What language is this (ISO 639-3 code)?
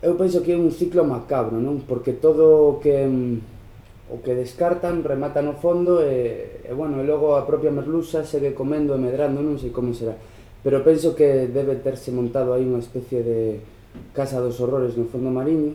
glg